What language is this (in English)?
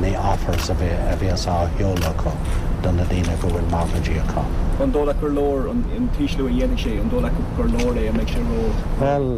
Irish